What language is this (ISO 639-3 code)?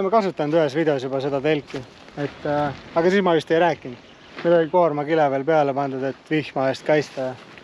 est